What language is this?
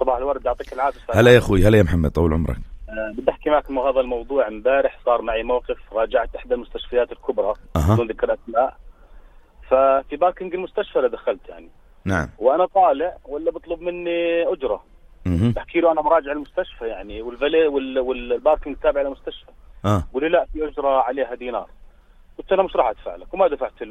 North Levantine Arabic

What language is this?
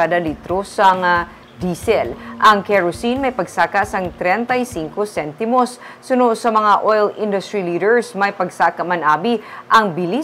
Hiligaynon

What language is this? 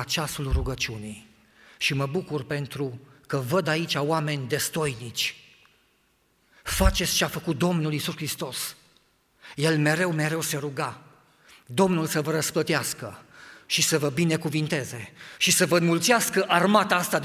Romanian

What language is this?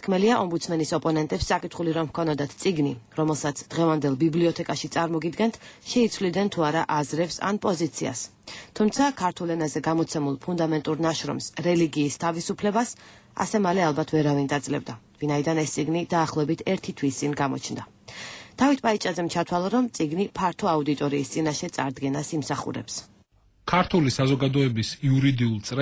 Georgian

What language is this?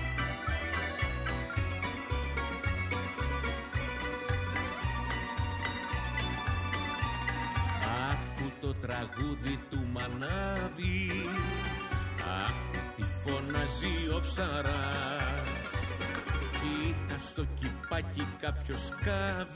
Greek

